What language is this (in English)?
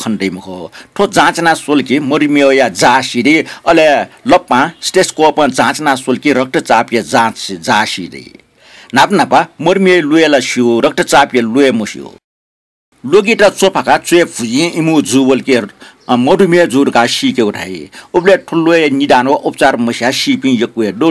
Newari